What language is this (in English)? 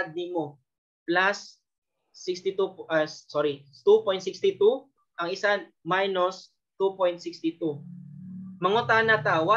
Cebuano